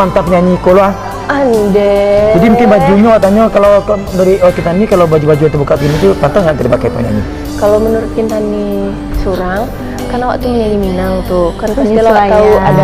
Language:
Minangkabau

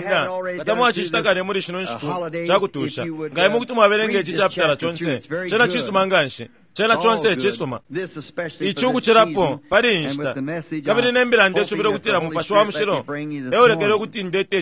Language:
Bemba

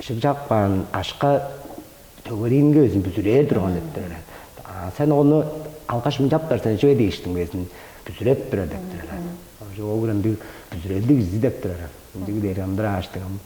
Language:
Tuvinian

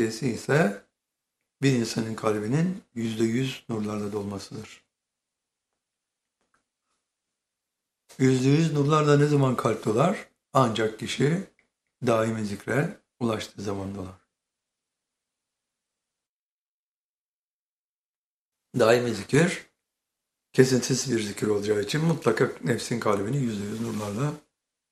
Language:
Turkish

